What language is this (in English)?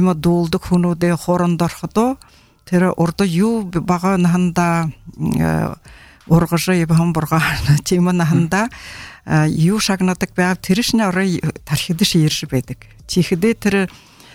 Buriat